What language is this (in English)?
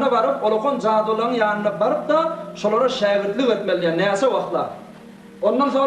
Turkmen